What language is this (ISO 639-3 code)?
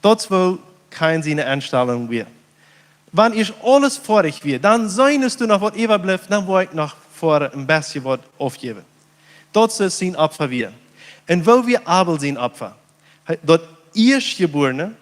pdt